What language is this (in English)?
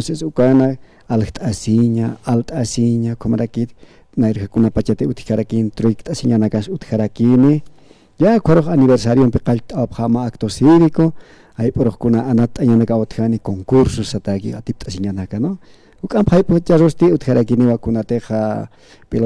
Aymara